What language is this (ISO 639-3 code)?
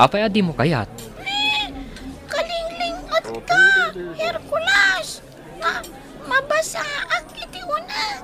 ilo